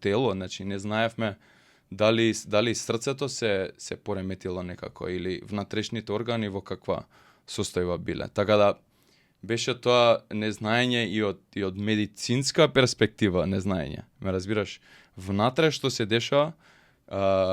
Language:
Macedonian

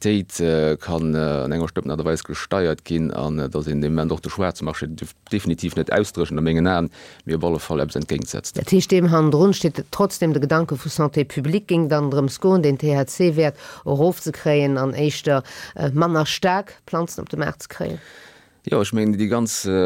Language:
Luxembourgish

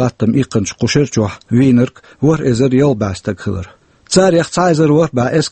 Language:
Chechen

